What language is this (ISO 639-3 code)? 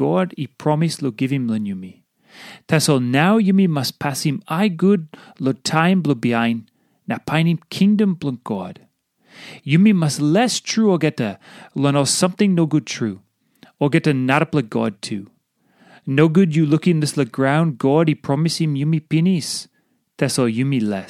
tpi